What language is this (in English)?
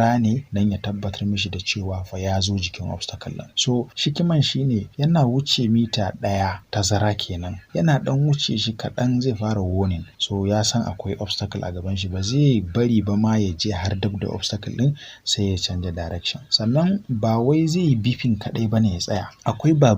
Hausa